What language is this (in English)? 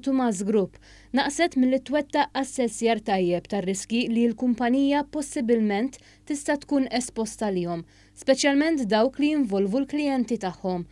Maltese